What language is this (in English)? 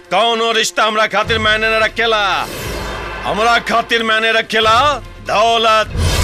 Bhojpuri